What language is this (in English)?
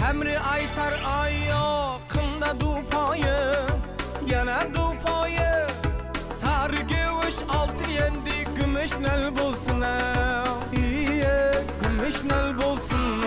Kara-Kalpak